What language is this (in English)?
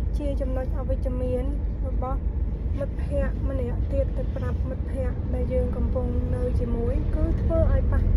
Khmer